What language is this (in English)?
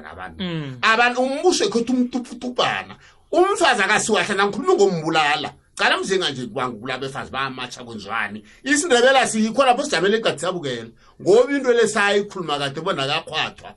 South Ndebele